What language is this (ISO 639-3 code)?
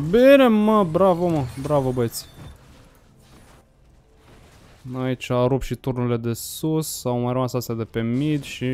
ron